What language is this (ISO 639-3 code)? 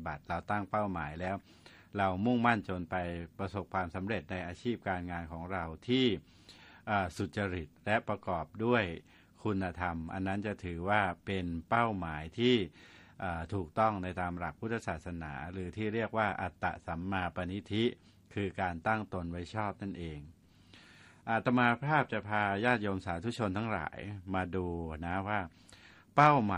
tha